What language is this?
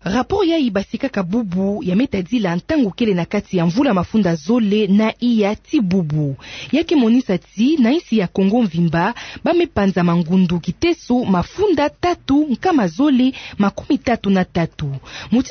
Kituba (Democratic Republic of Congo)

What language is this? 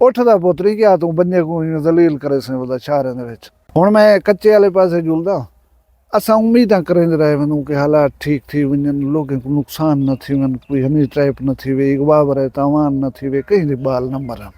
Saraiki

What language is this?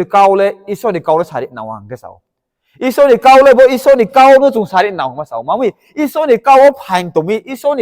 Riang (India)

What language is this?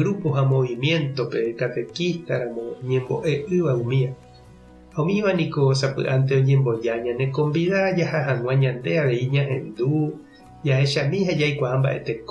Guarani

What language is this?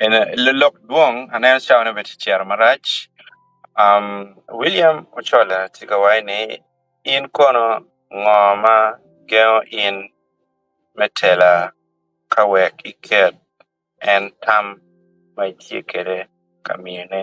Acoli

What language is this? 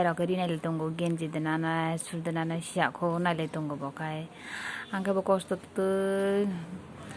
Kok Borok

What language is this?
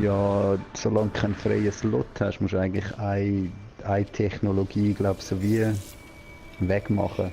Swiss German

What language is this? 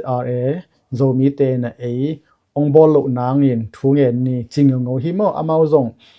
Tedim Chin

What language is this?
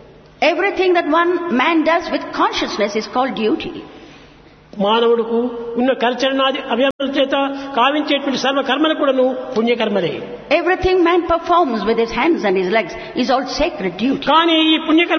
Telugu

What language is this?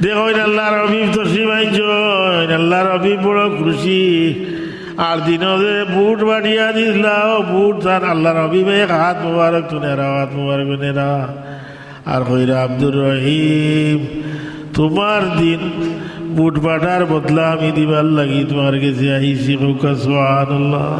Sylheti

